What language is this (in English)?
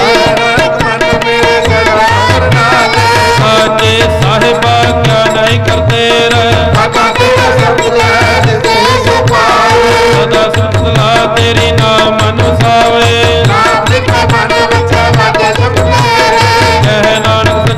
Punjabi